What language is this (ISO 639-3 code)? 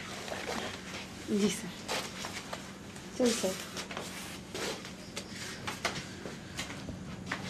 ben